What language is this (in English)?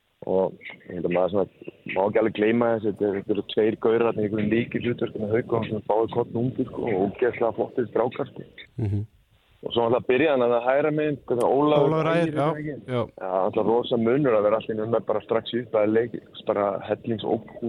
Icelandic